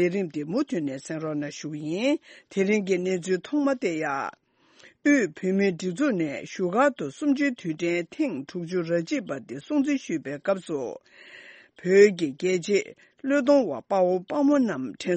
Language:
Tibetan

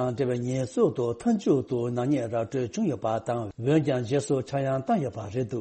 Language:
Tibetan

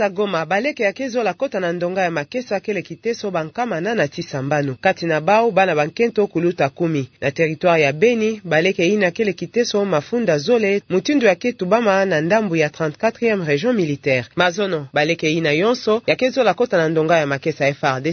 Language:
Kituba (Democratic Republic of Congo)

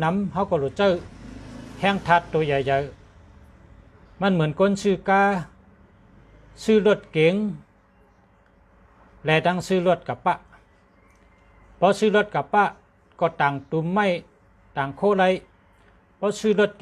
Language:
Shan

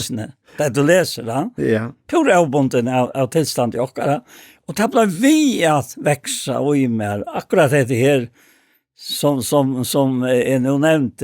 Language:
Faroese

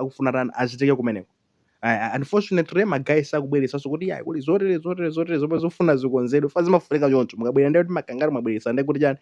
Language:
Nyanja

